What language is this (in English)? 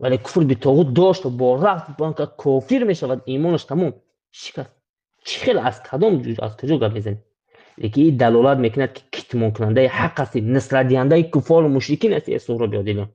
Tajik